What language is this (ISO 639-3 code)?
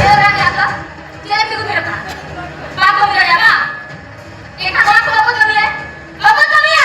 sat